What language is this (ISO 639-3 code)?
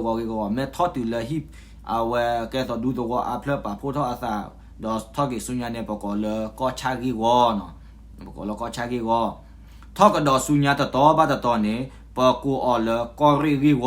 ksw